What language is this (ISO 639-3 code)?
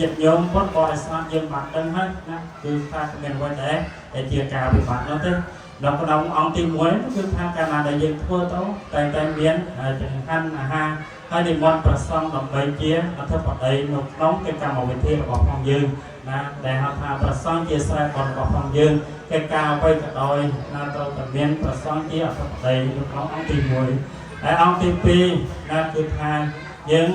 khm